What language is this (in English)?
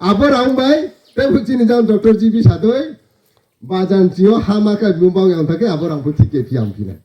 Riang (India)